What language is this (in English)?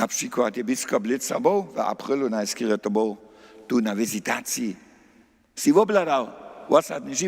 Upper Sorbian